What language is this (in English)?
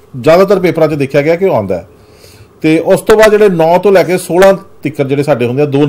Punjabi